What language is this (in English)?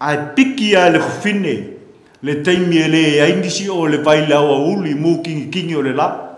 Samoan